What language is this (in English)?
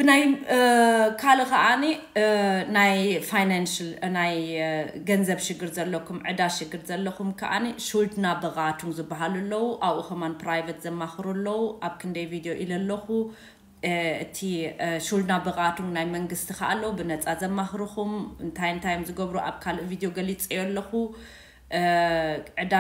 Tigrinya